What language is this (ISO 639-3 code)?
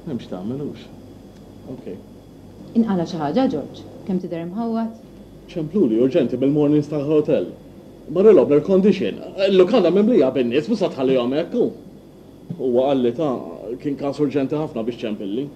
mlt